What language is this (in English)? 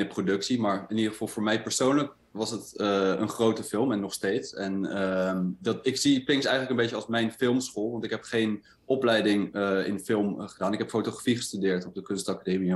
Dutch